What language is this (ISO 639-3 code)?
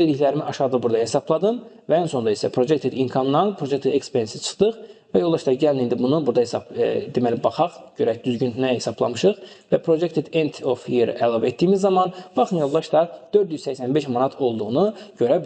aze